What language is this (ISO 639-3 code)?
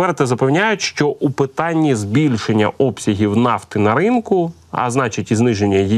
ukr